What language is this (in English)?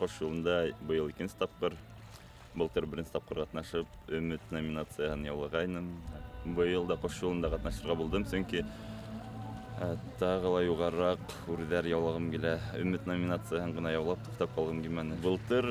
Bashkir